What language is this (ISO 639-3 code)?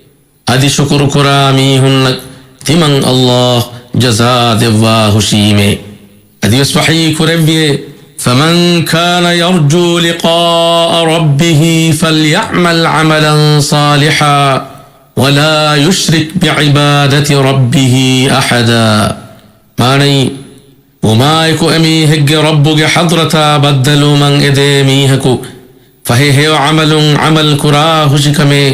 div